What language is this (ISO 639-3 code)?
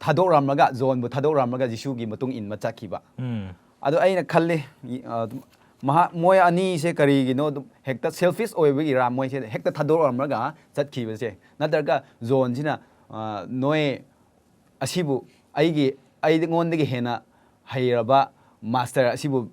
mni